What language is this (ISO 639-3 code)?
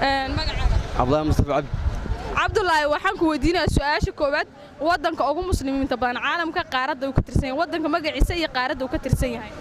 som